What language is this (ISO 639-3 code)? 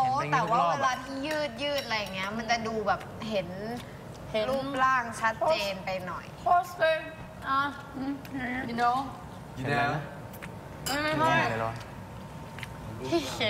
tha